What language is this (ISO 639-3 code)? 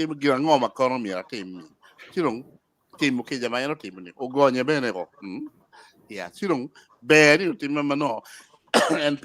ach